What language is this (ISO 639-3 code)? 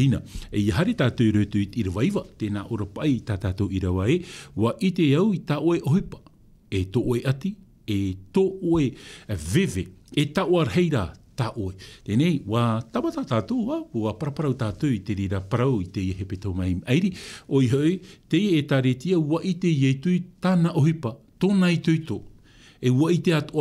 tah